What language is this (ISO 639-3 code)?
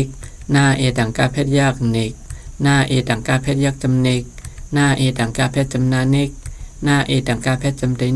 shn